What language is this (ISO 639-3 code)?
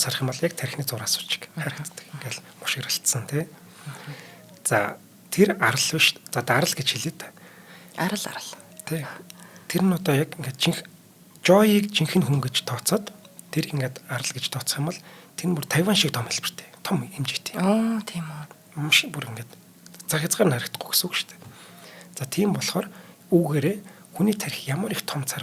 mon